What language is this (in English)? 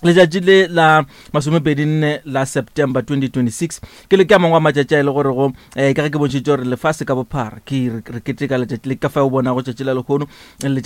Northern Sotho